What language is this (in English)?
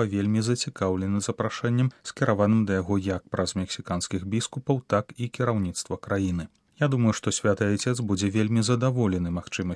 Belarusian